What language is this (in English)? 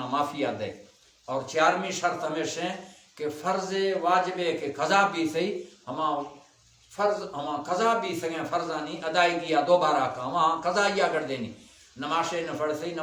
Baluchi